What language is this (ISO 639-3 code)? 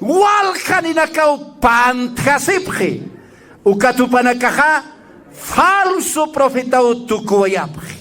aym